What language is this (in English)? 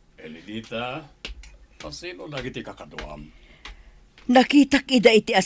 Iloko